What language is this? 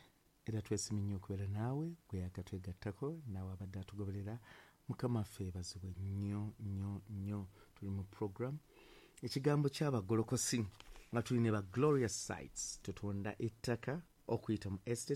Ganda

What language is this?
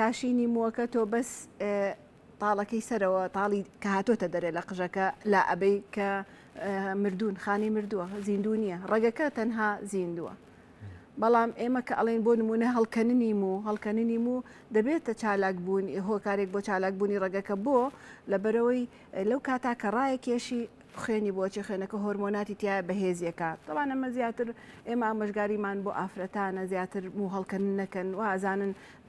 Central Kurdish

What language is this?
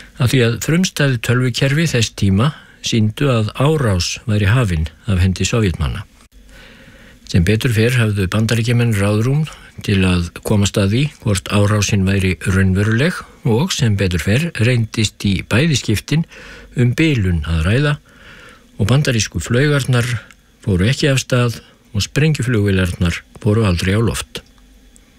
Icelandic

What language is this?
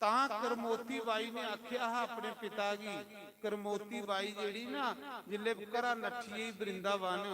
Dogri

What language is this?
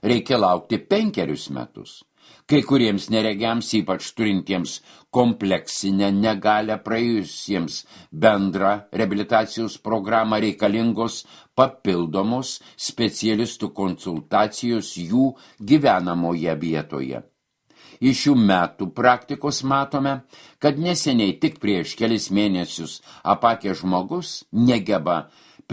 Lithuanian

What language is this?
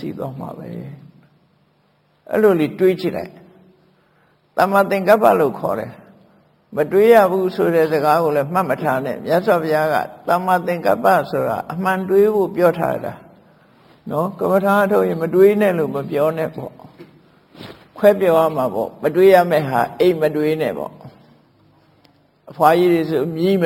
Burmese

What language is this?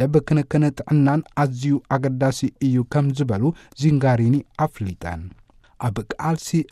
Tigrinya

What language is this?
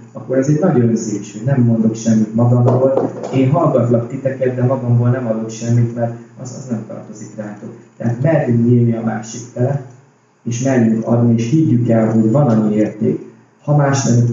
Hungarian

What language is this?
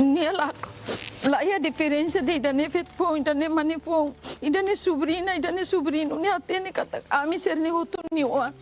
Tetum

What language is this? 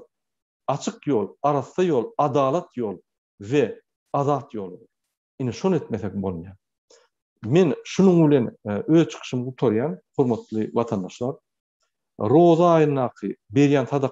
Turkmen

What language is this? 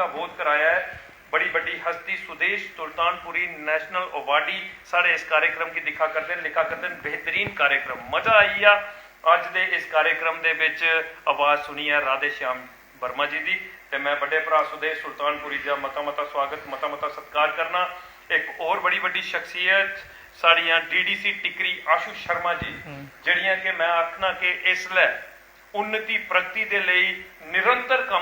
Dogri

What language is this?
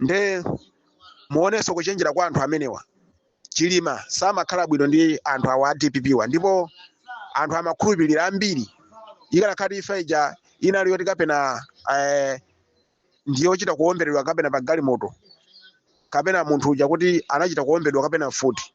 Nyanja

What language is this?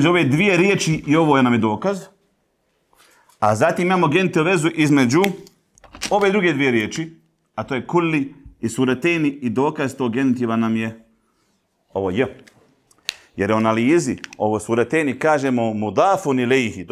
Bosnian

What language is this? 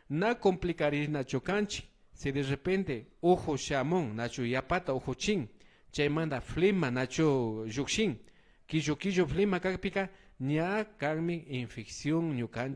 Imbabura Highland Quichua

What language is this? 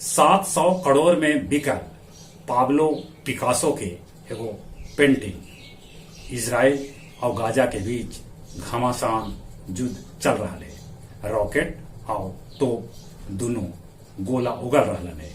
Magahi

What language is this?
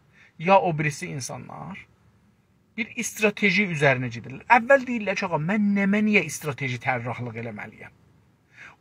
South Azerbaijani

